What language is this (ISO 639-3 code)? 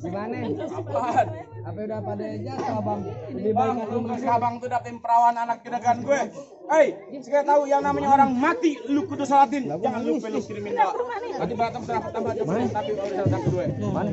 bew